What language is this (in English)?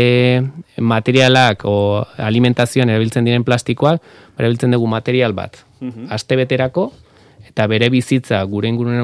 Basque